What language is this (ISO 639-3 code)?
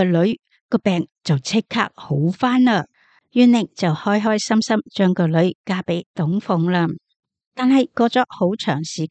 yue